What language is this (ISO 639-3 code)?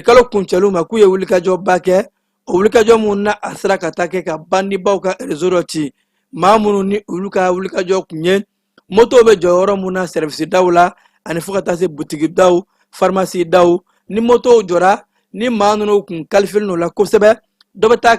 bam